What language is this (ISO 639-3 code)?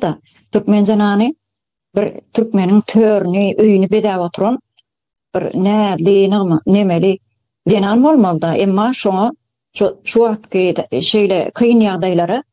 tuk